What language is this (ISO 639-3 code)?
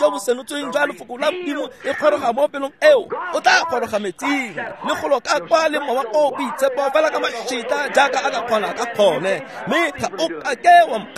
tsn